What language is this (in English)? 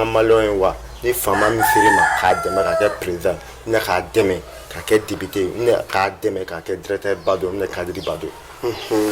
Bambara